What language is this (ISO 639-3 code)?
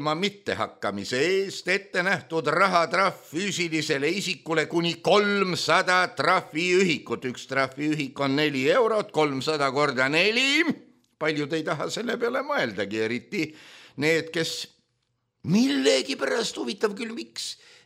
est